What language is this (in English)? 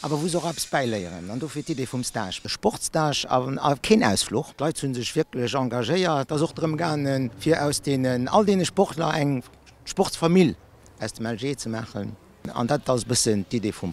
Luxembourgish